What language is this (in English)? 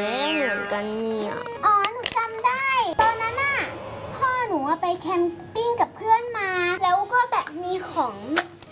Thai